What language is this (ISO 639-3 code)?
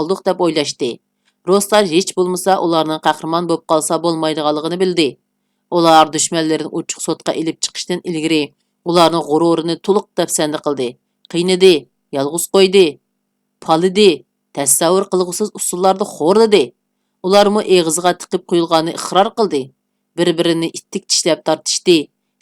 uig